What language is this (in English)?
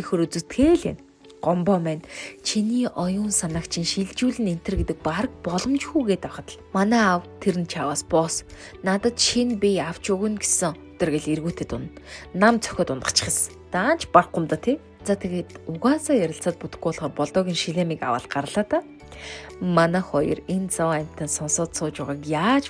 Mongolian